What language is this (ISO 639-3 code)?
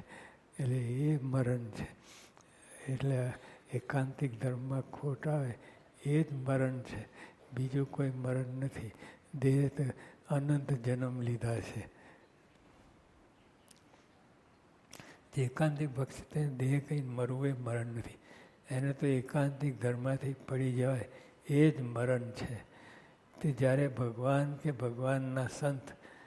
guj